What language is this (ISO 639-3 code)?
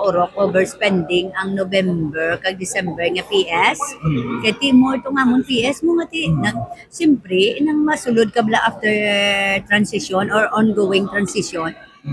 hil